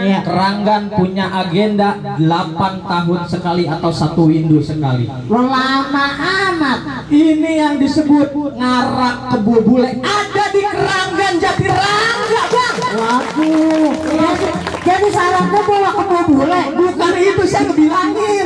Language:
Betawi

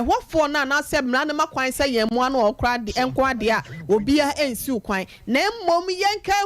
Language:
Akan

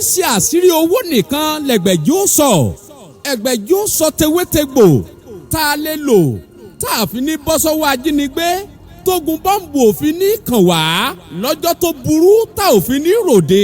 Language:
Yoruba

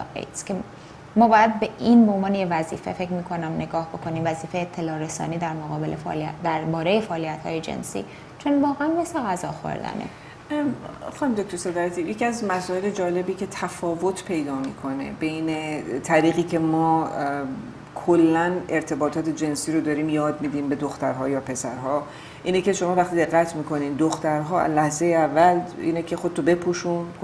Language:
Persian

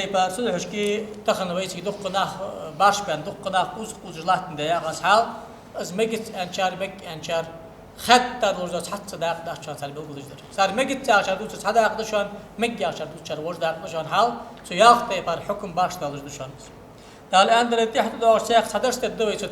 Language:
Ingush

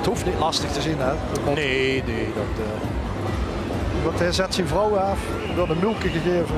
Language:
Limburgish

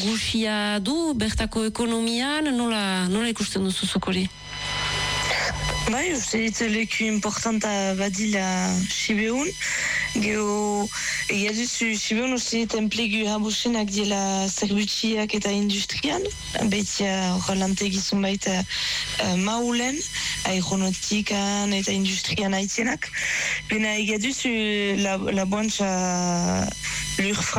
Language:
Basque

